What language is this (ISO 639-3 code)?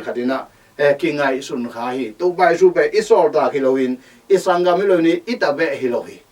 ctd